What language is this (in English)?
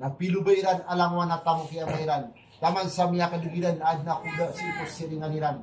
Maranao